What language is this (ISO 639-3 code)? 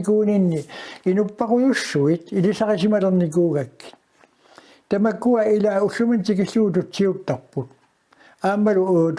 kal